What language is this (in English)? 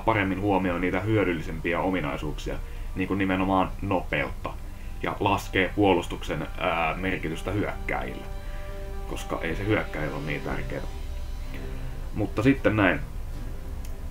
Finnish